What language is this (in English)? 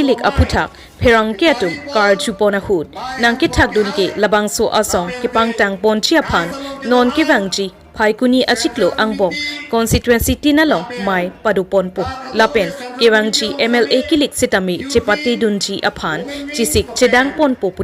Karbi